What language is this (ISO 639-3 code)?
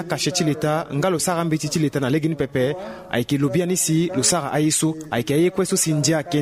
sag